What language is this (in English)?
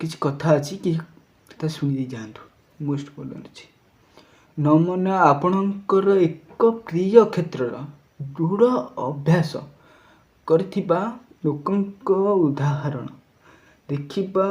Odia